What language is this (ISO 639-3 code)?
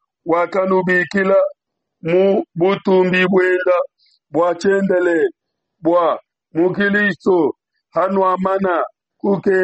lua